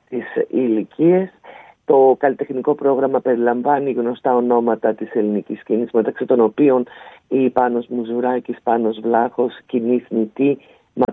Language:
Greek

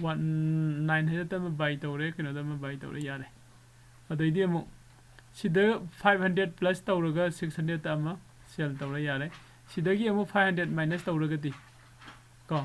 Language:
Manipuri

